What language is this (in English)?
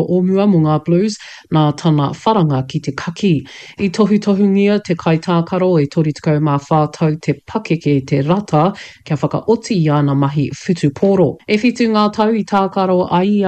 Māori